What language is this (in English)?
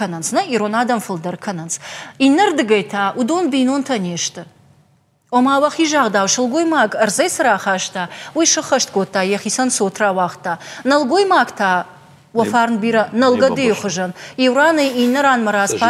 Ossetic